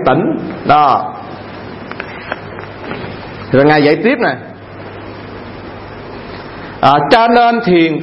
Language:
Vietnamese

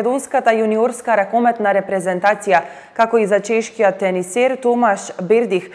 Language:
Macedonian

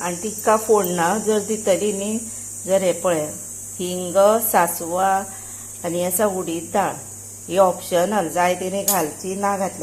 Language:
Konkani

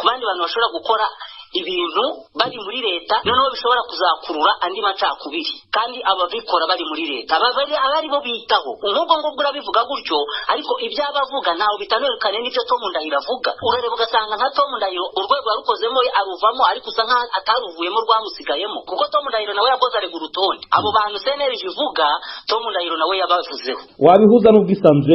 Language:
Kinyarwanda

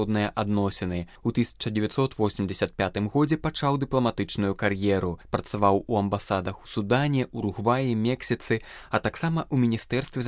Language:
Belarusian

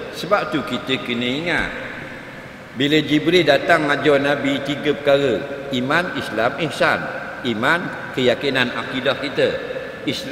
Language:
Malay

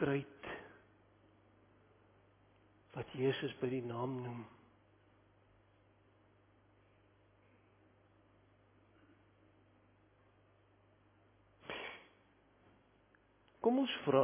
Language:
Afrikaans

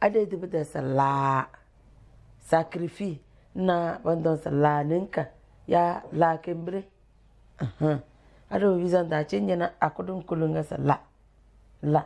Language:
Tem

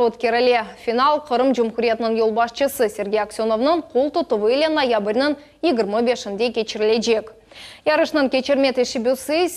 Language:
Crimean Tatar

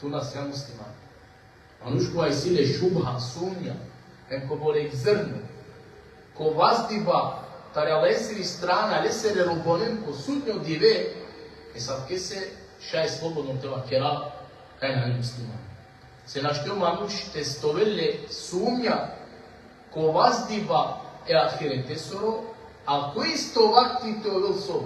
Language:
Balkan Romani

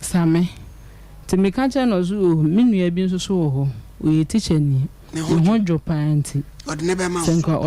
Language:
Akan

